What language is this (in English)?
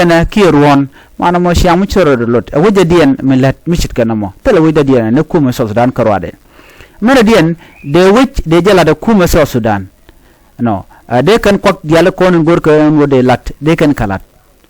Nuer